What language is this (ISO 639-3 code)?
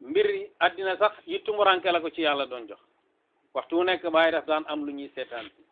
wol